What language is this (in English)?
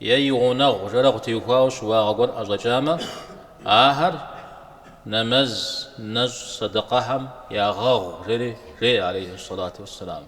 Kabardian